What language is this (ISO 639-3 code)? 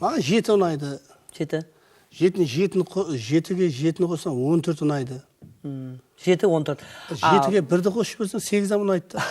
kaa